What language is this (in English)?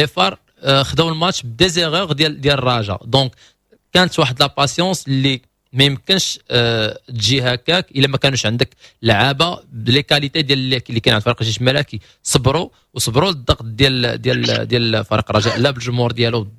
Moroccan Arabic